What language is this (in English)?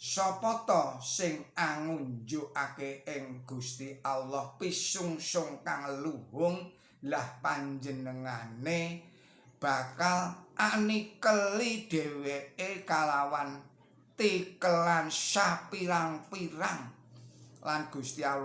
Javanese